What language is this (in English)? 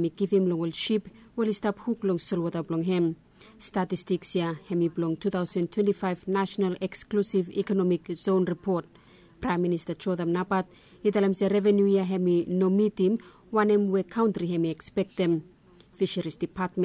Bislama